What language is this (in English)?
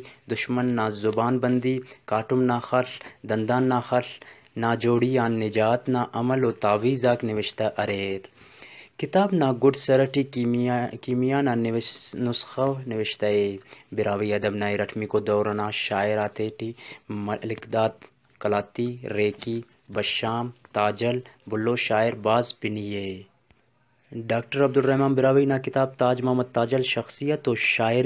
Brahui